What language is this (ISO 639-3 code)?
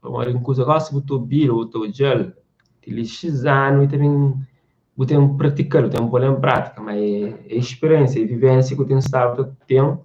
kea